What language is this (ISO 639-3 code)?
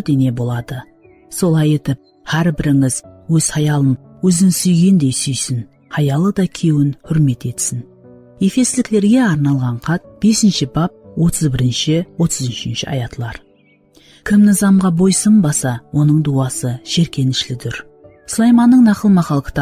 kaa